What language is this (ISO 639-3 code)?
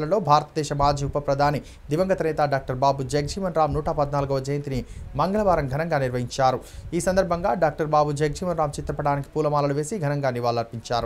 tel